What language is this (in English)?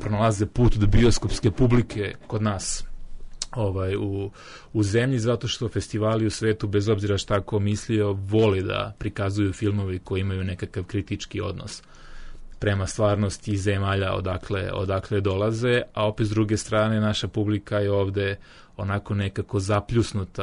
Serbian